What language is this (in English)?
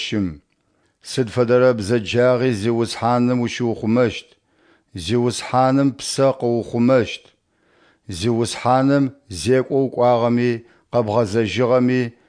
Adyghe